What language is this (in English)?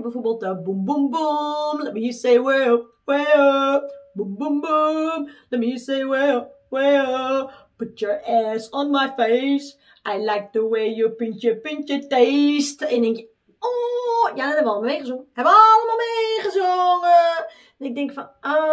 Dutch